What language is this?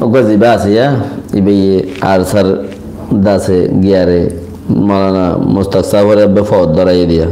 Rohingya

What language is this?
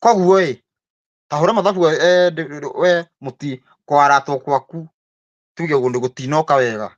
Kikuyu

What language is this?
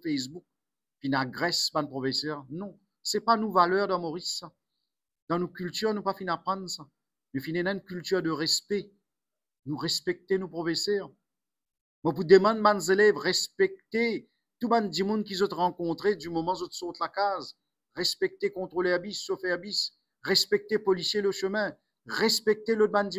Morisyen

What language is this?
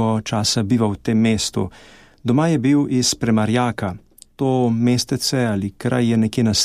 Slovenian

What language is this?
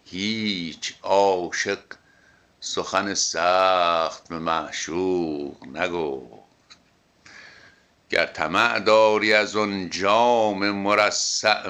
Persian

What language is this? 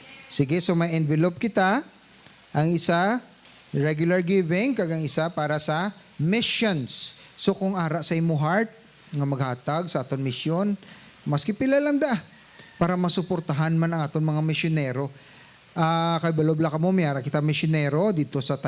Hiligaynon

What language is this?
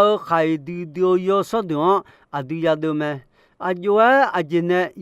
Akha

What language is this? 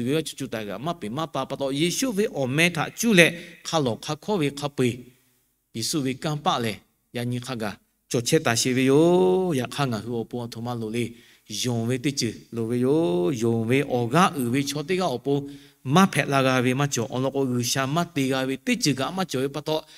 Lahu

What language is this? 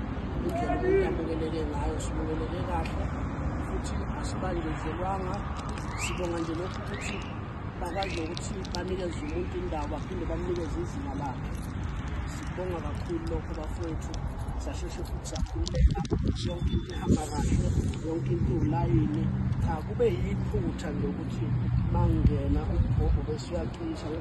Zulu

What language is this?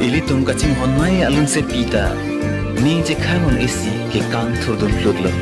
Karbi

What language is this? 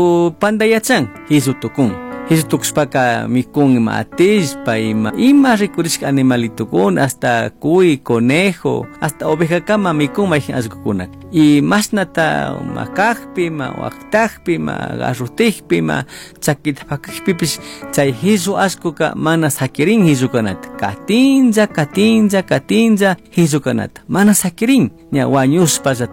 Chimborazo Highland Quichua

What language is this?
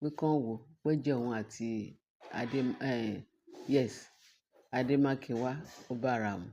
Yoruba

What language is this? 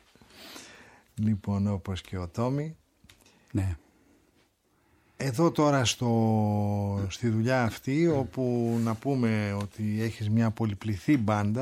Greek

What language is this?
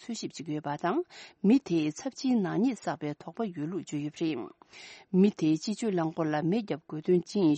Tibetan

